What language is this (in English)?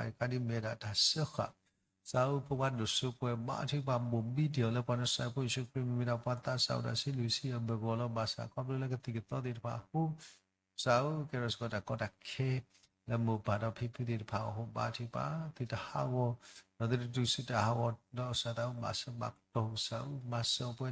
S'gaw Karen